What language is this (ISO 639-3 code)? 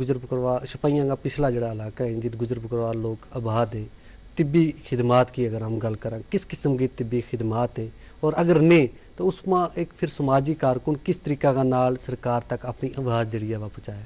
gju